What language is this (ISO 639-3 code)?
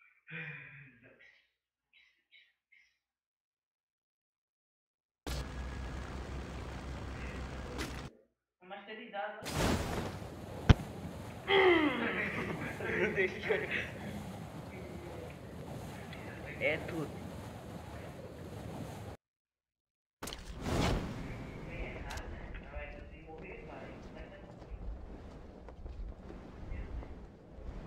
por